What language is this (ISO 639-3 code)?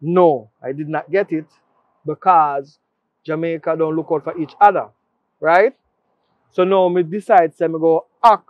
jam